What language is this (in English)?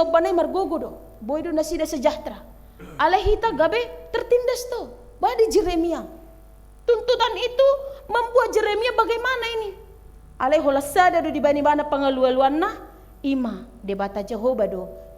Batak Toba